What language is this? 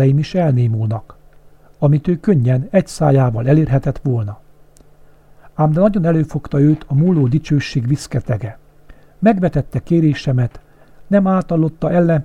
Hungarian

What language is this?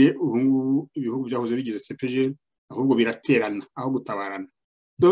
Kinyarwanda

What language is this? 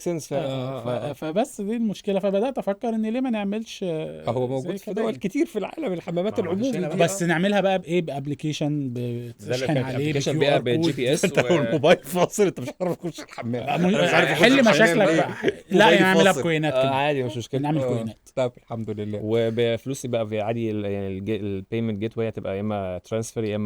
Egyptian Arabic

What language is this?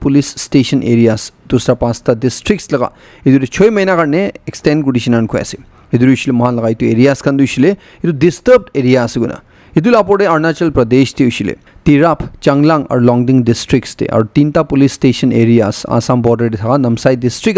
Naga Pidgin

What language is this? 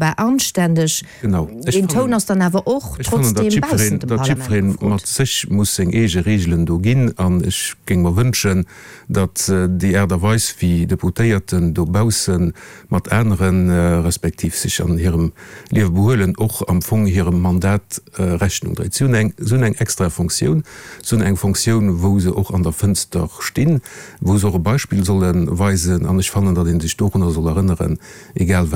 Luxembourgish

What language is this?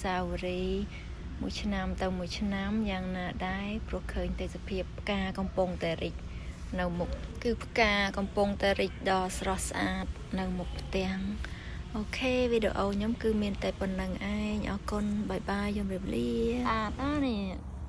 Khmer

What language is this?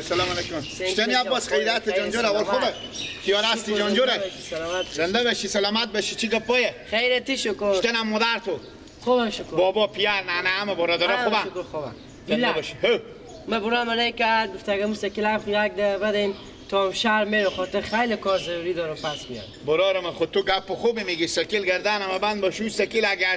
Persian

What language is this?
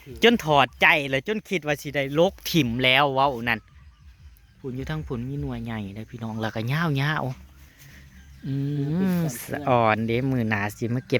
Northeastern Thai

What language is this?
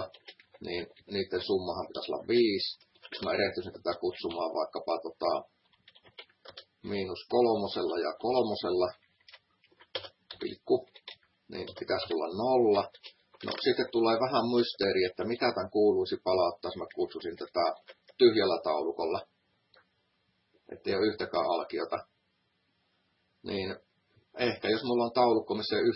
Finnish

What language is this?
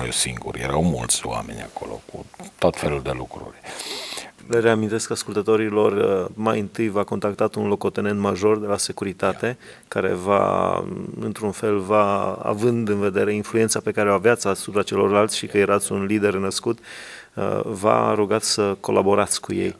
Romanian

